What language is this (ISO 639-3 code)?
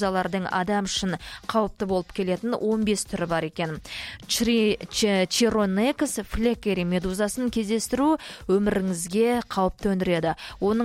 kaz